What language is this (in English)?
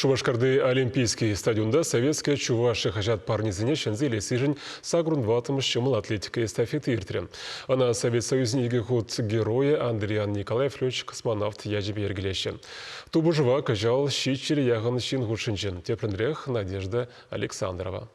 Chuvash